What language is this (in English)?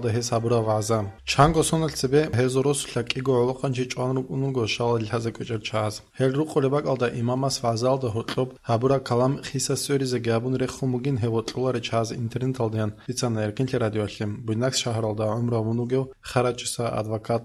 Avaric